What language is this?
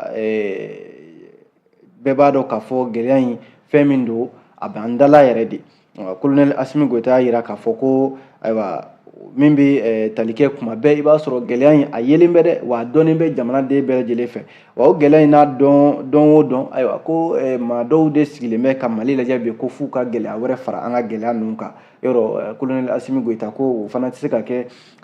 Bambara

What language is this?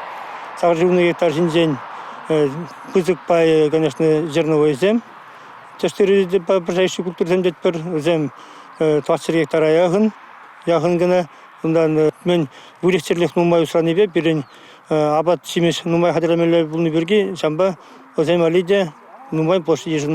Chuvash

